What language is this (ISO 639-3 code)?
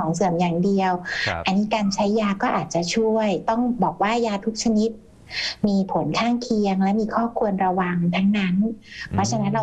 tha